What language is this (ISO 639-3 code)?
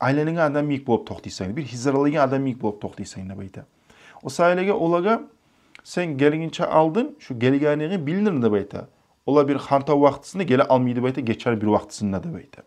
kum